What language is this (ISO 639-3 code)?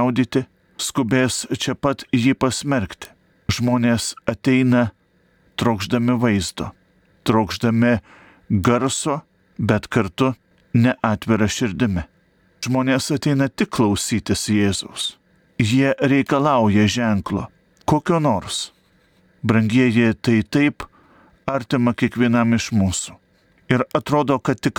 lit